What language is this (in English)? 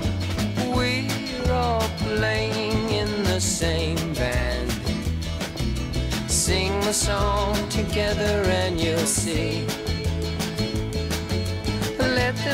English